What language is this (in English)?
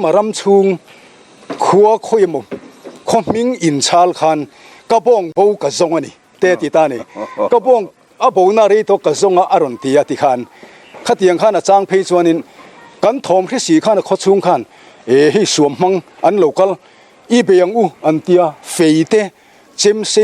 Mizo